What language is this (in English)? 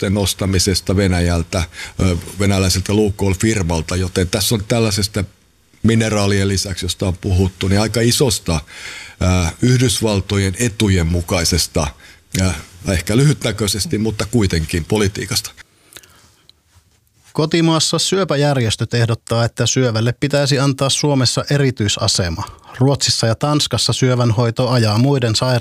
Finnish